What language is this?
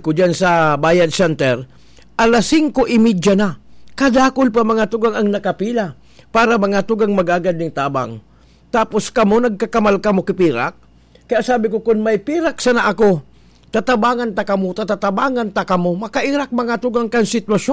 Bikol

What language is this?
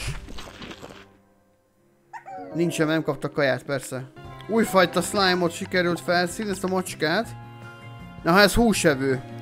Hungarian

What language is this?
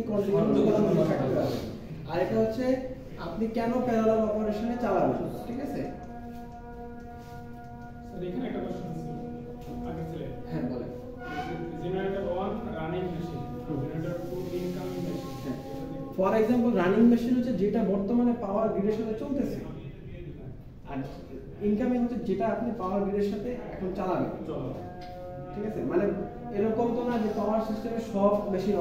Bangla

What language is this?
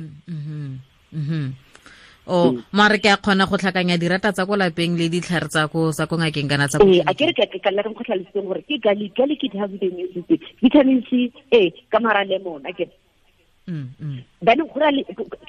Tswana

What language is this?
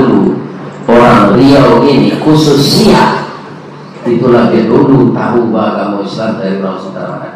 Minangkabau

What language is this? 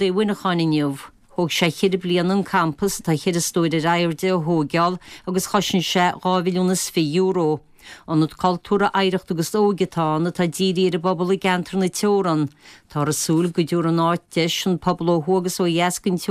Irish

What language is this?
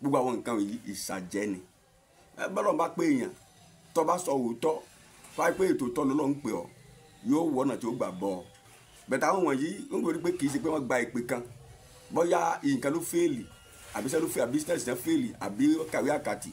Yoruba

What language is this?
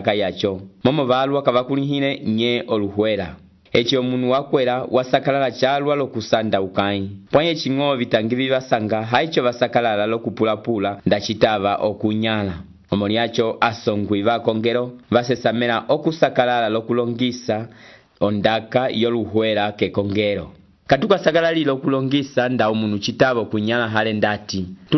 Umbundu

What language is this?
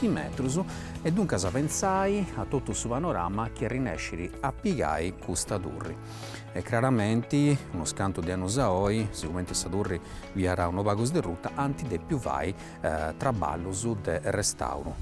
Sardinian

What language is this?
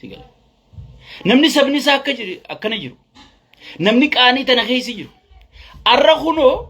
Oromo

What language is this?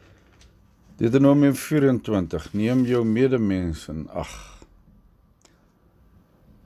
Afrikaans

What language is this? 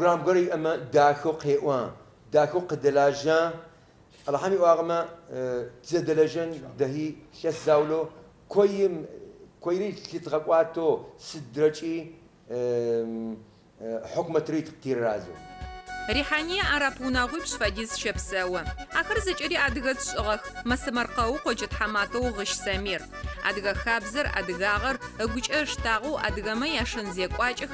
Adyghe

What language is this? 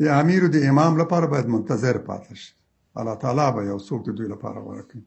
Pashto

